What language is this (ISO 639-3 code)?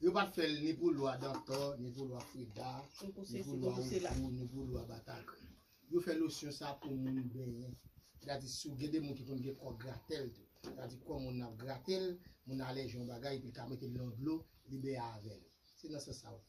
hat